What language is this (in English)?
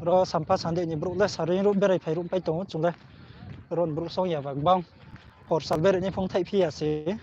Riang (India)